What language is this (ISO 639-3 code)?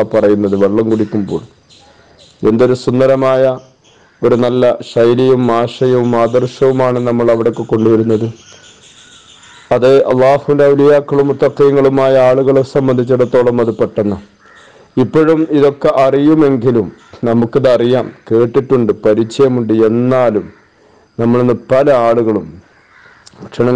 mal